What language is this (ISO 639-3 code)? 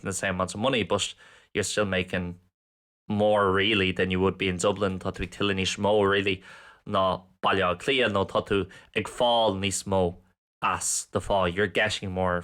gle